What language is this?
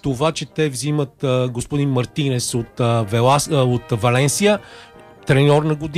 Bulgarian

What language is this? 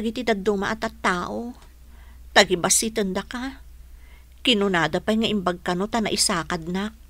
Iloko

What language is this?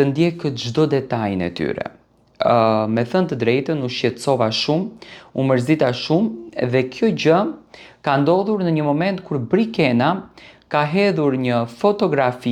Albanian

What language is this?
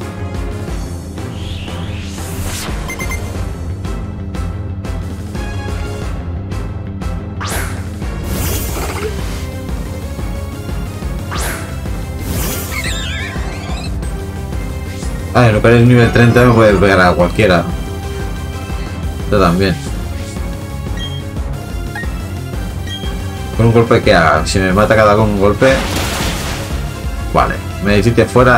Spanish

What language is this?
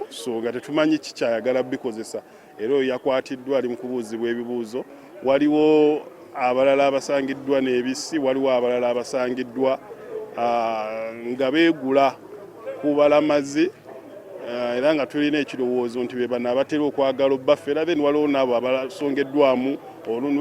Ganda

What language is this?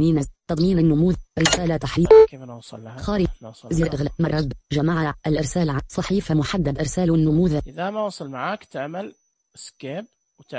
Najdi Arabic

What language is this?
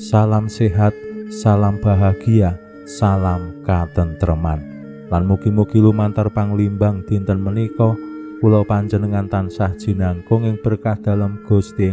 Javanese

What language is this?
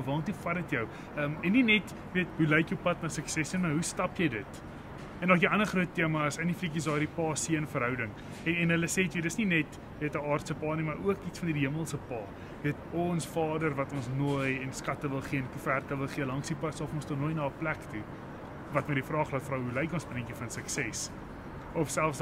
Afrikaans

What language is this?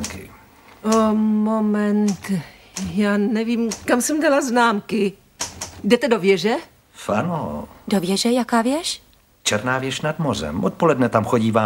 Czech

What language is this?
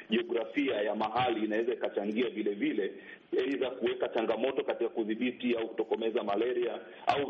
Swahili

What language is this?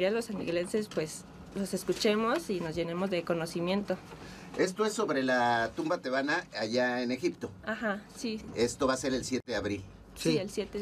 Spanish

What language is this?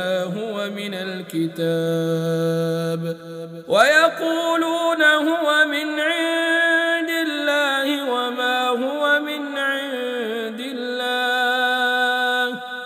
Arabic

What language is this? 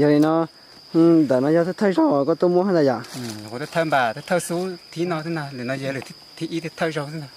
Hmong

